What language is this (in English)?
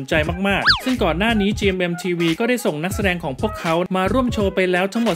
Thai